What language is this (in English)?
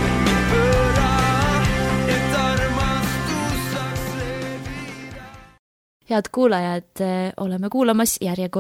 Estonian